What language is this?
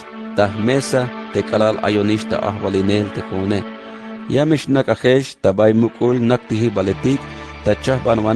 Tzeltal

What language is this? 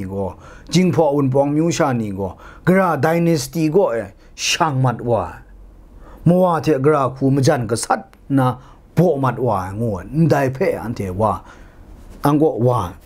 Kachin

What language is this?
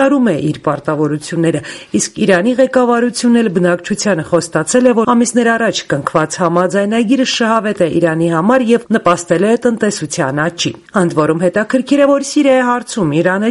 Armenian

